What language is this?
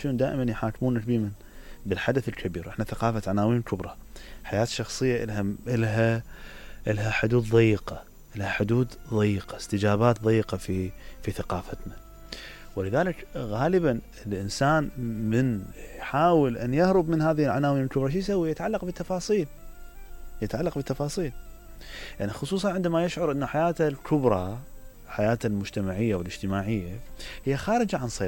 Mesopotamian Arabic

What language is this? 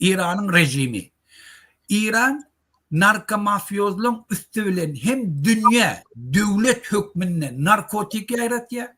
Turkmen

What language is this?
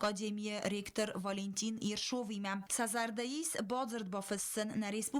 Ossetic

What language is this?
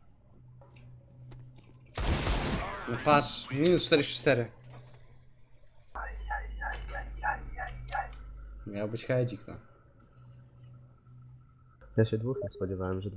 Polish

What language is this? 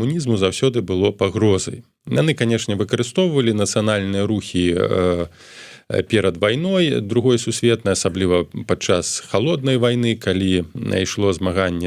Belarusian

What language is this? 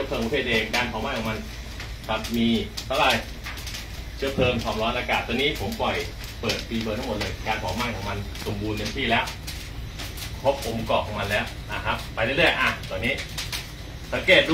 Thai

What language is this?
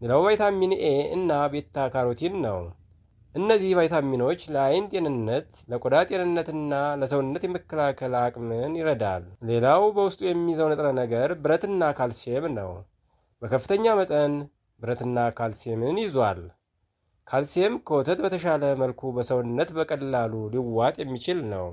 Amharic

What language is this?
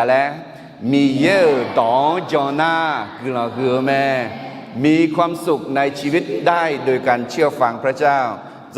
Akha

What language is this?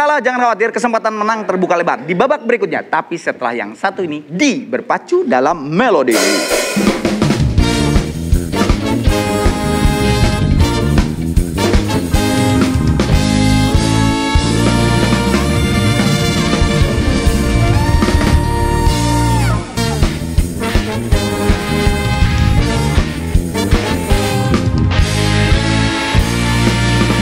Indonesian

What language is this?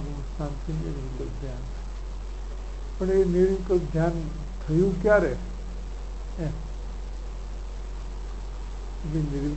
Gujarati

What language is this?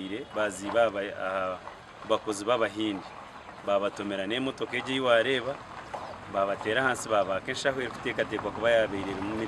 Nyankole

